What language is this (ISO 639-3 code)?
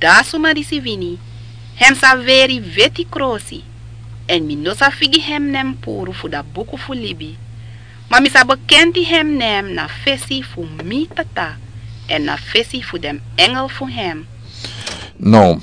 srn